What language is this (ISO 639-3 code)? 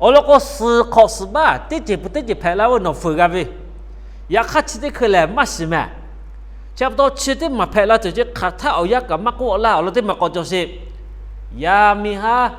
lhu